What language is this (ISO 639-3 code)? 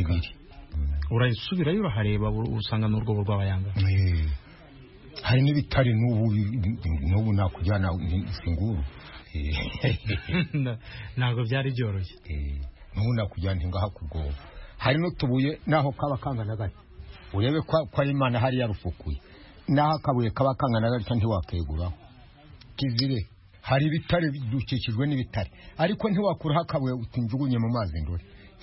kin